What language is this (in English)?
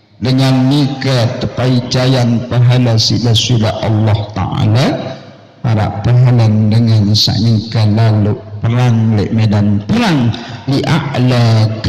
Sasak